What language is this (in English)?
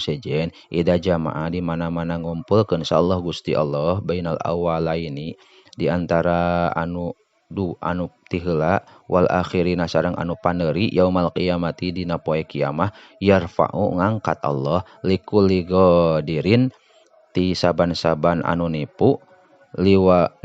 Sundanese